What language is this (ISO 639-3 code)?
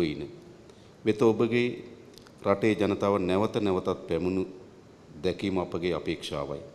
sin